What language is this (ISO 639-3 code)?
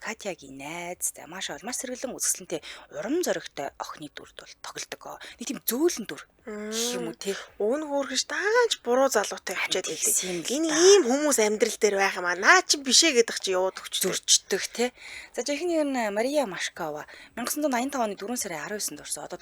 mon